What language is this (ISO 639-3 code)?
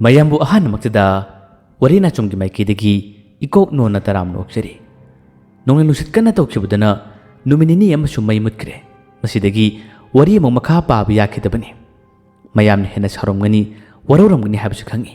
mni